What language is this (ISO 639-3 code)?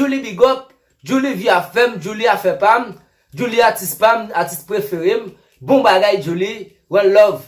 hat